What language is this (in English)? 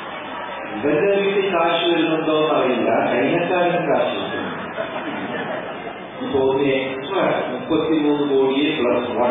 Malayalam